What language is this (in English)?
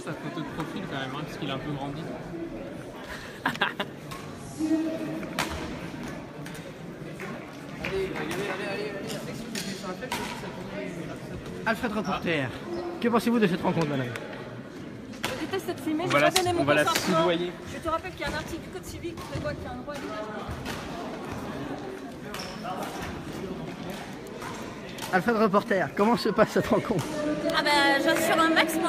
French